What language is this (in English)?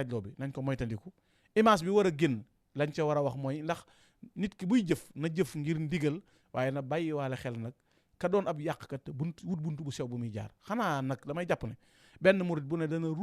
Wolof